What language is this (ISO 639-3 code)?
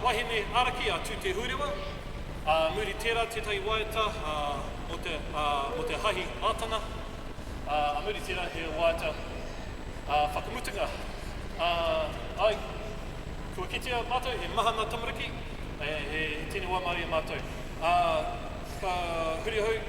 mri